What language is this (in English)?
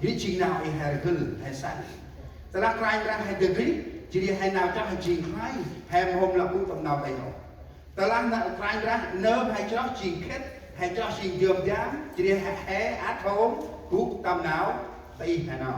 Central Mnong